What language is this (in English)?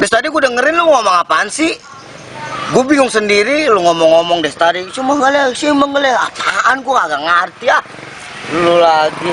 Betawi